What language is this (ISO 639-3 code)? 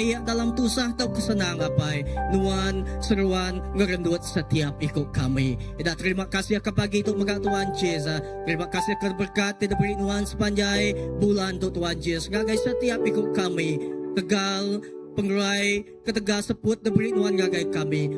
iba